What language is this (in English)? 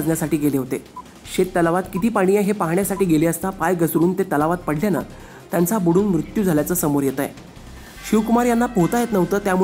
Marathi